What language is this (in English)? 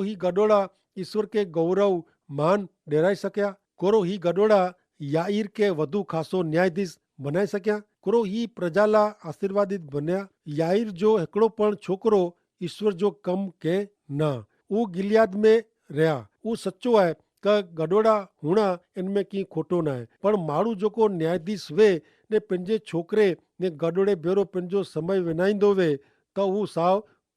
Kachhi